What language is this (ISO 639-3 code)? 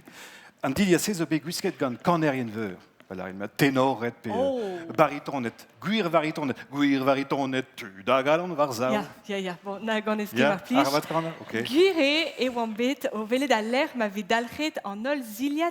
bre